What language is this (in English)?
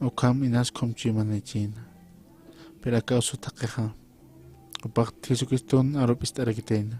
Aymara